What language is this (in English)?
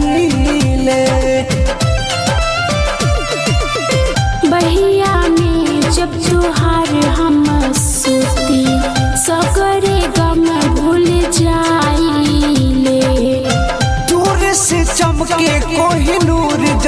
Bhojpuri